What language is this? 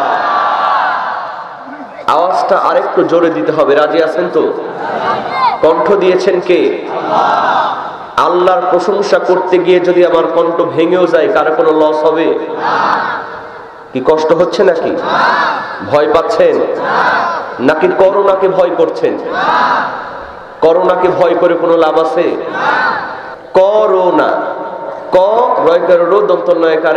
Bangla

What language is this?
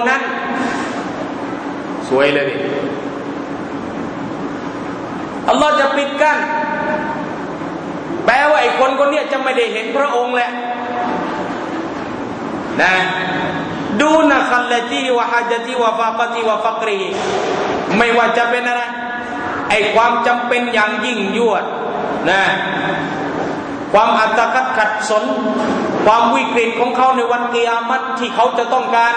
Thai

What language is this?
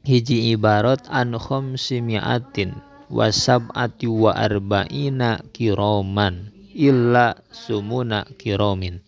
Sundanese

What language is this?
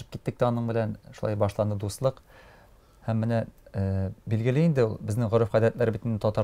Tatar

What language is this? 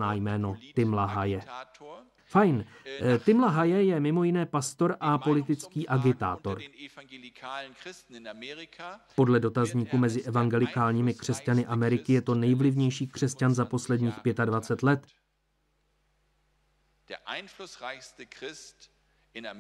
Czech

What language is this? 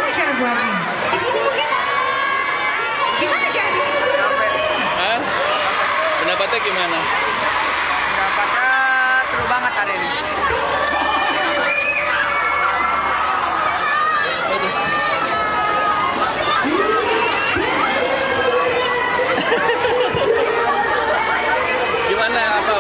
Indonesian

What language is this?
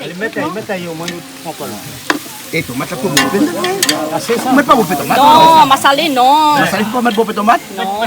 Réunion Creole French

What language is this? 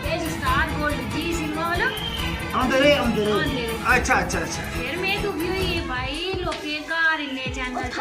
Dogri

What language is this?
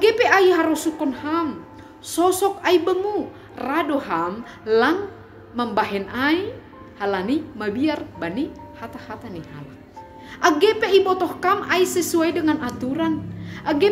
Batak Simalungun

